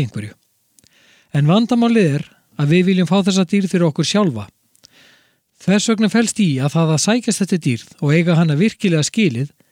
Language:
Icelandic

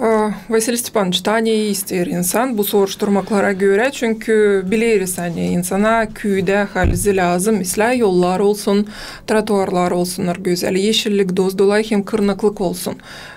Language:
Gagauz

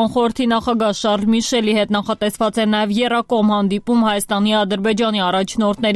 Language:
Armenian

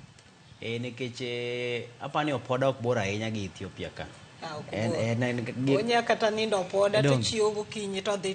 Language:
Luo (Kenya and Tanzania)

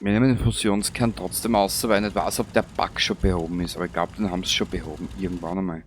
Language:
Bavarian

